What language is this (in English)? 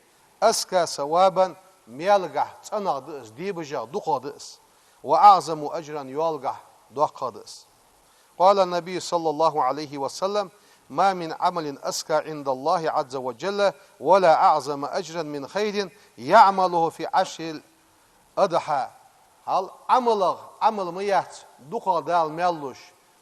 Ingush